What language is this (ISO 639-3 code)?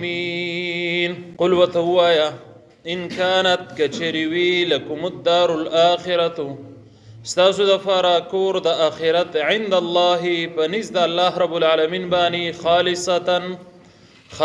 pus